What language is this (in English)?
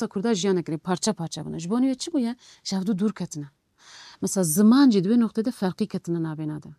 Kurdish